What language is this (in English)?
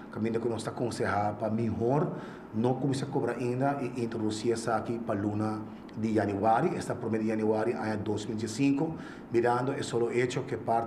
Papiamento